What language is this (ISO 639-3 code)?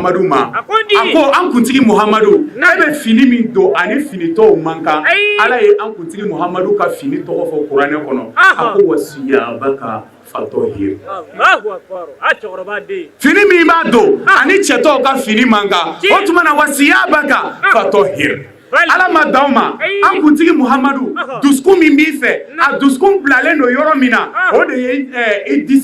bam